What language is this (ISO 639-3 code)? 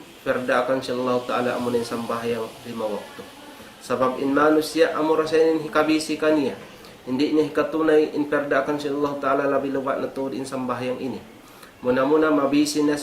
tsg